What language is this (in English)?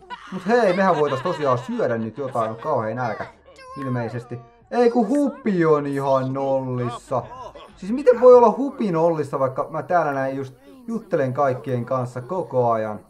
Finnish